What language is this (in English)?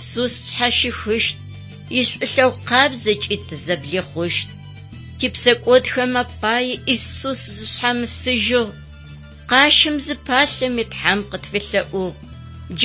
Adyghe